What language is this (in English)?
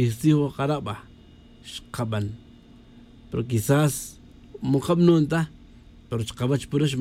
Tz'utujil